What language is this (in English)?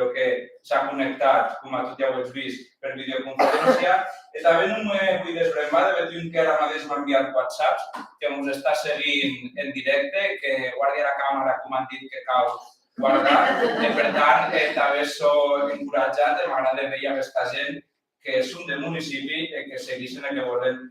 Occitan